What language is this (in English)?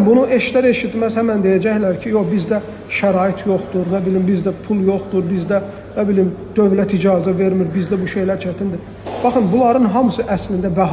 Azerbaijani